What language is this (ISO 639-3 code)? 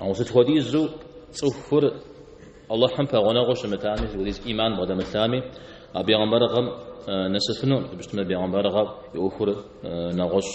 kbd